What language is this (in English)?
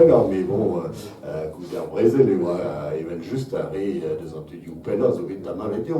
Breton